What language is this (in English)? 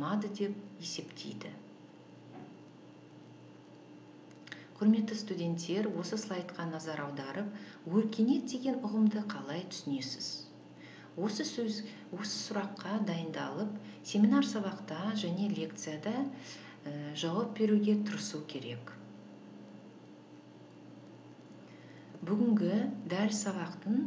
Kazakh